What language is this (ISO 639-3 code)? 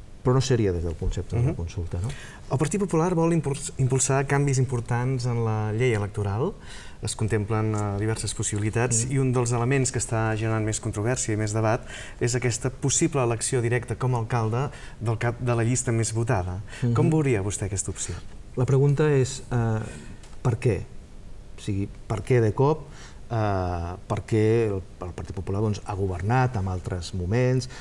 cat